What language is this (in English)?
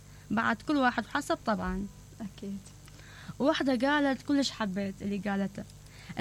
Mesopotamian Arabic